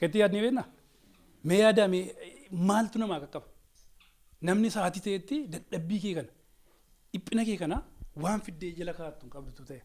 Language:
Oromo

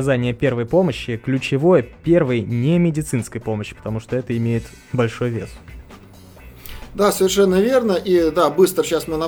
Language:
Russian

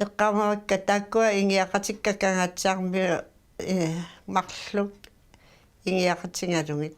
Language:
Kalaallisut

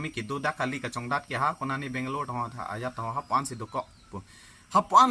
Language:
Karbi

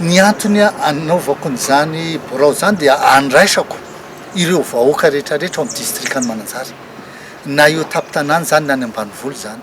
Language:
Malagasy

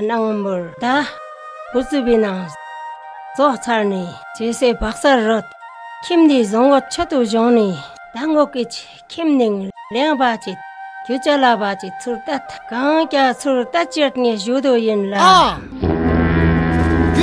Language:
Tibetan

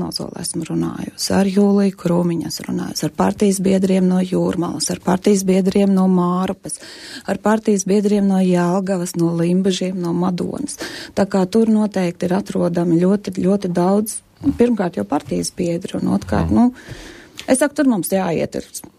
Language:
Latvian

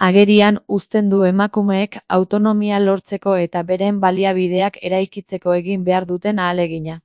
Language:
Basque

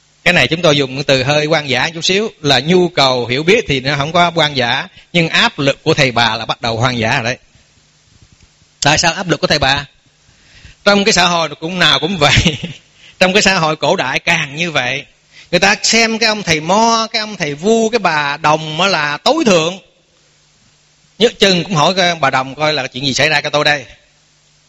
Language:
Vietnamese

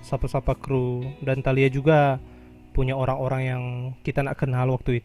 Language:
Manado Malay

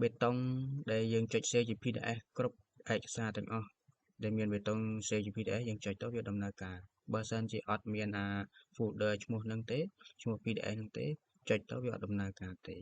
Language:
Khmer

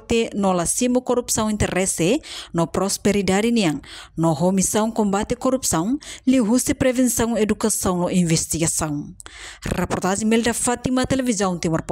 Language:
Tetum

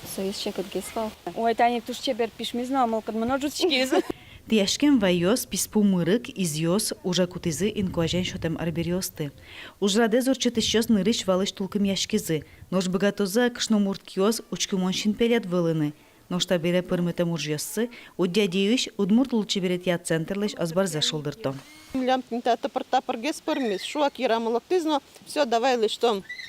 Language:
Udmurt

